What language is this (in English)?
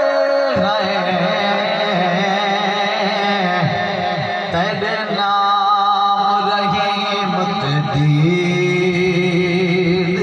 Saraiki